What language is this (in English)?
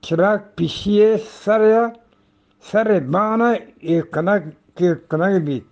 Eastern Balochi